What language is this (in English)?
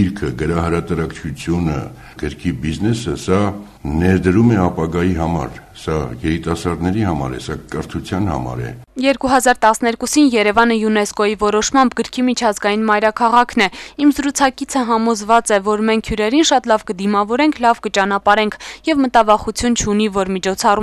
Armenian